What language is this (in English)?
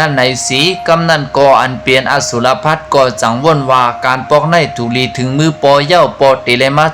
Shan